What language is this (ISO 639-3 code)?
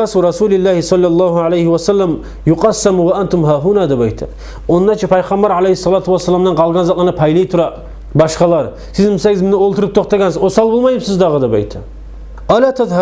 kum